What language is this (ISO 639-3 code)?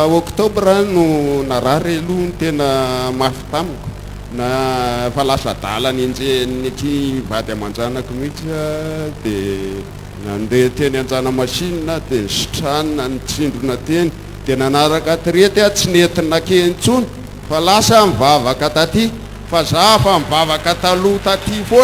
mlg